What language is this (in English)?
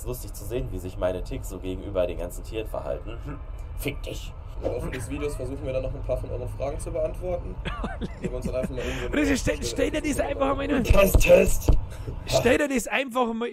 Bavarian